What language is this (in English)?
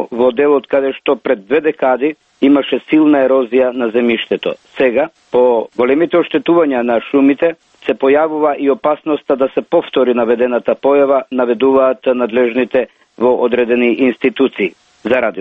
Macedonian